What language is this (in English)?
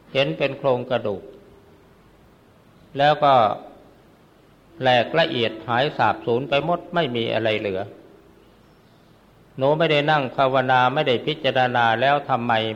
Thai